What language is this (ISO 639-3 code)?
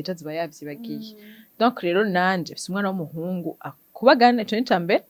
run